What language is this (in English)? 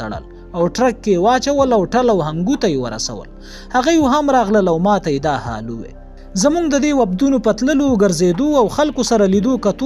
Pashto